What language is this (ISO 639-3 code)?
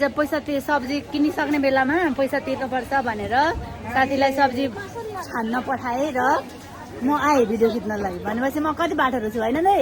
nep